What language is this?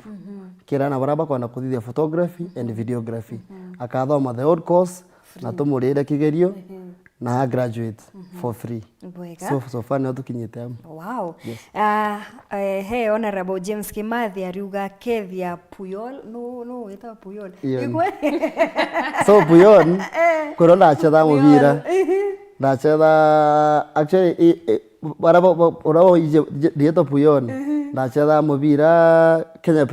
Meru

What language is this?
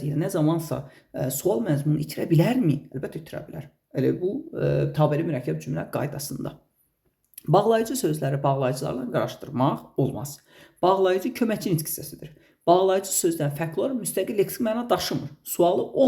Azerbaijani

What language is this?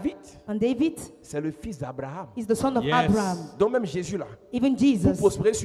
French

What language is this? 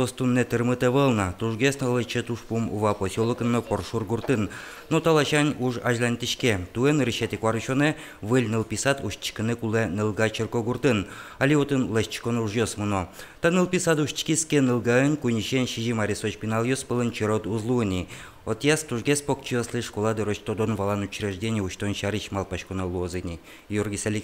Udmurt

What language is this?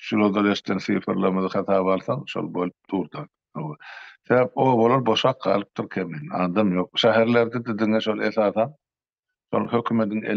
Turkmen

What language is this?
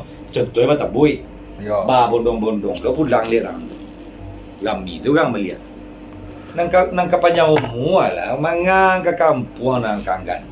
Minangkabau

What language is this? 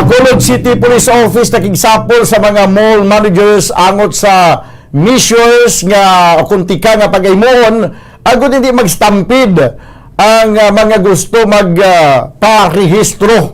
Hiligaynon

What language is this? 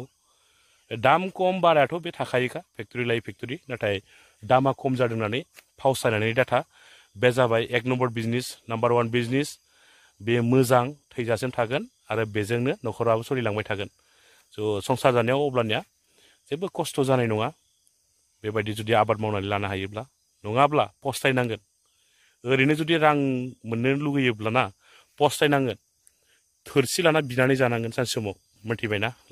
Bodo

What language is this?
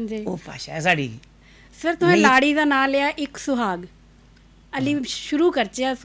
Dogri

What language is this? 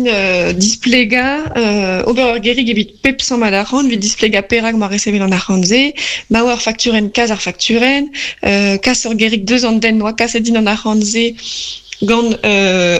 Breton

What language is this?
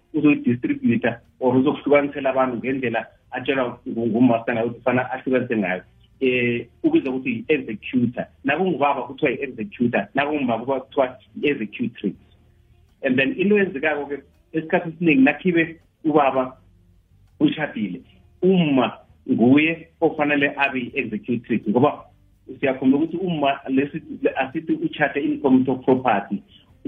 South Ndebele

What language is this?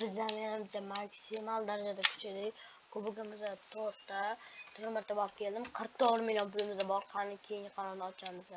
Uzbek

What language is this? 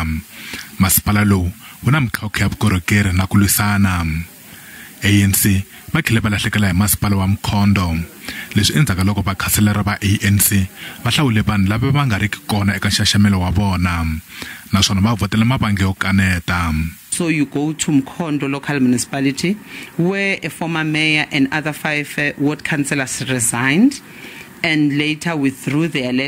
Tsonga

